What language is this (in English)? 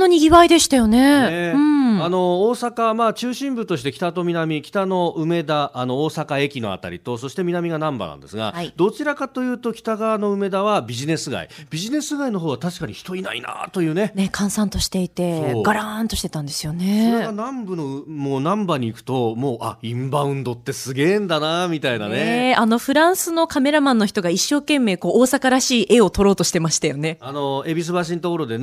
Japanese